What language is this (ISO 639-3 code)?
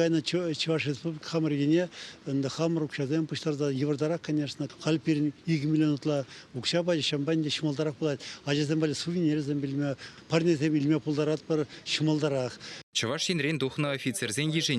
chv